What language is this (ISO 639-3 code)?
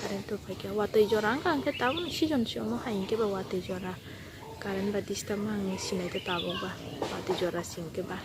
trp